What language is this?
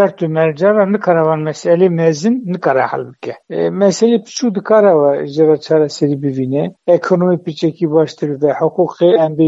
Kurdish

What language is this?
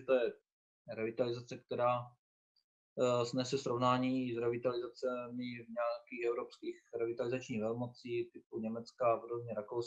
Czech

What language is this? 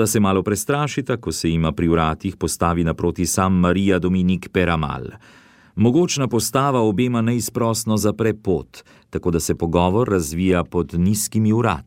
Slovenian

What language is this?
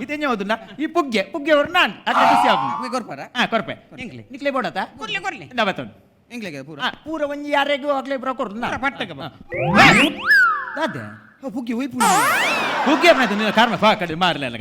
Tulu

